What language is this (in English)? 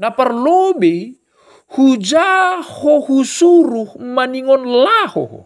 Batak Simalungun